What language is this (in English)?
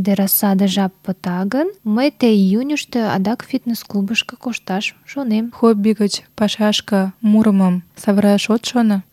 Mari